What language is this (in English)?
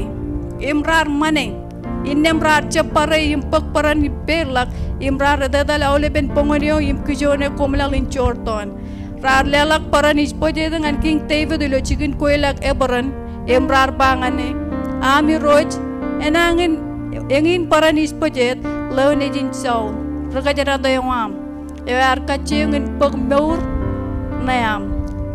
Marshallese